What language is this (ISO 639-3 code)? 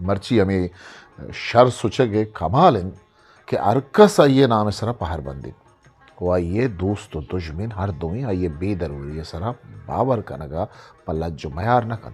bgp